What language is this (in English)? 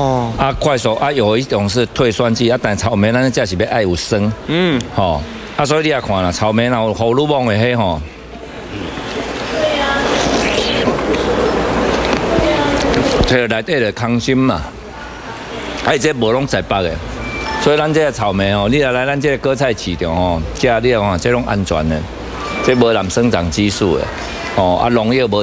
Chinese